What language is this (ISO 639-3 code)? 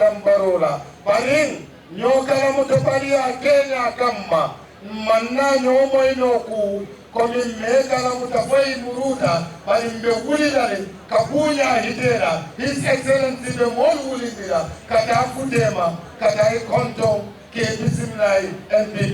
ful